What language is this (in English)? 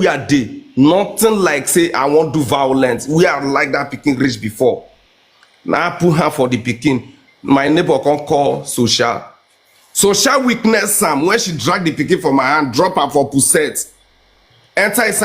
Nigerian Pidgin